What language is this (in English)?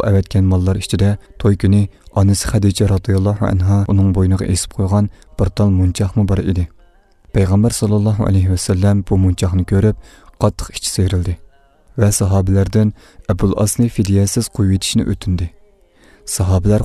Uyghur